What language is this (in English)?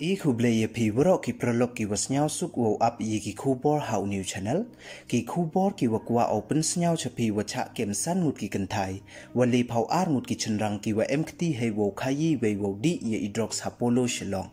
Pnar